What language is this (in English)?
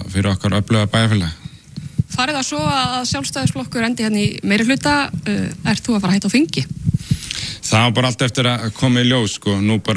Icelandic